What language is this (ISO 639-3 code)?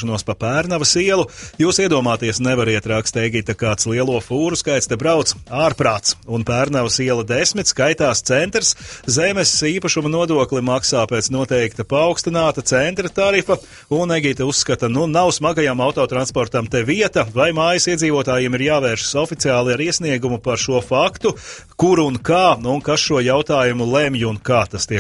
lav